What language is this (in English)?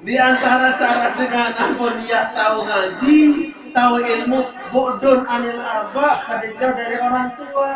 Sasak